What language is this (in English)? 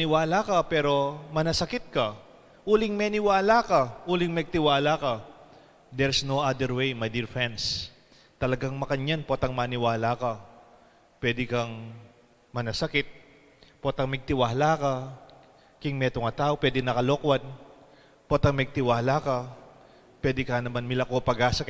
Pampanga